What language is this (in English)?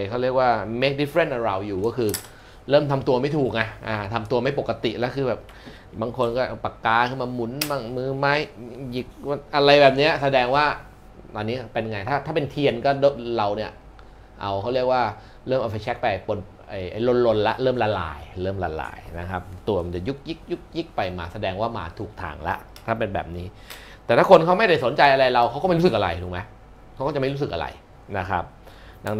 Thai